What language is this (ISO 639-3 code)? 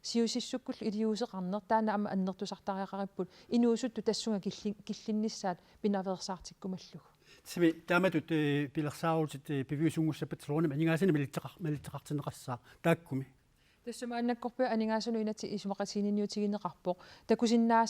kal